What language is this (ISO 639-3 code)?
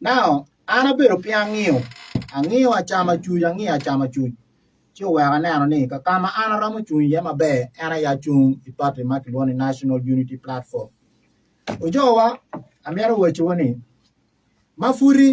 ach